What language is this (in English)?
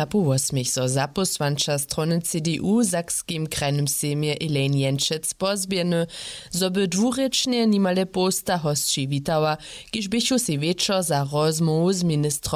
Upper Sorbian